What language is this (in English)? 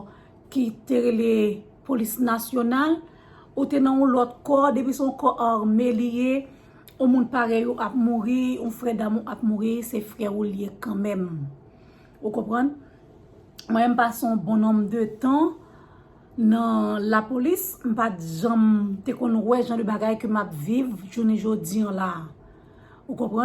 Haitian Creole